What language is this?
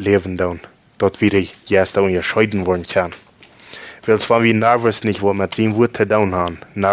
Plautdietsch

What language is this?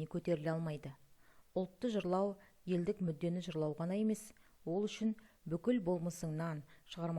Kazakh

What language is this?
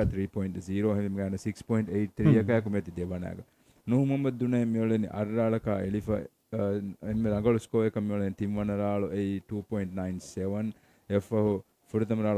Divehi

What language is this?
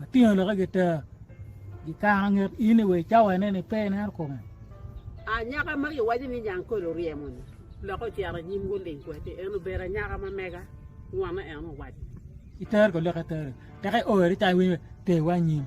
Acoli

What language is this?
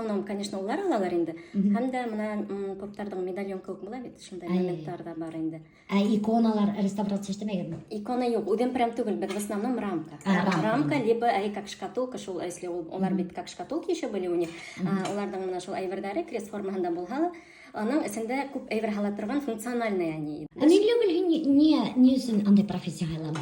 Bashkir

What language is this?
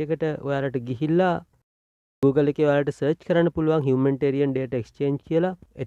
Sinhala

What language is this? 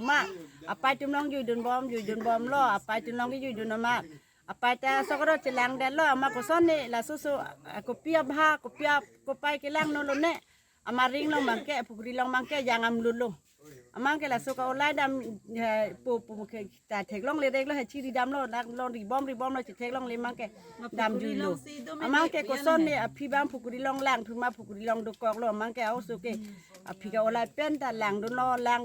Karbi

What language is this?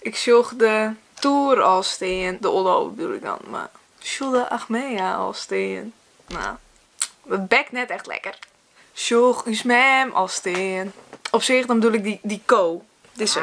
Western Frisian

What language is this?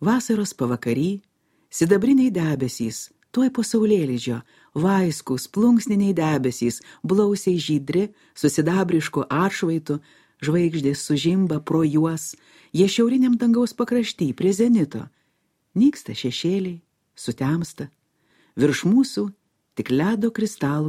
Lithuanian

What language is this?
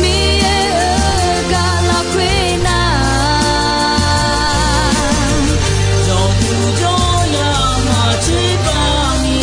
Akha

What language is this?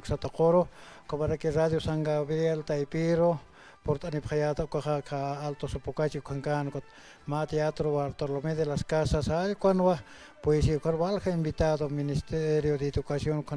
Aymara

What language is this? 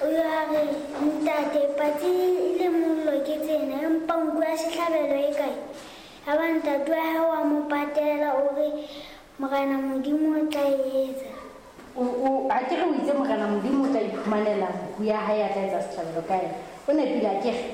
Southern Sotho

